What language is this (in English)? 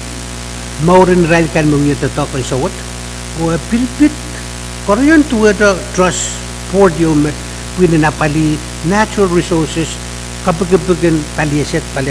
Pohnpeian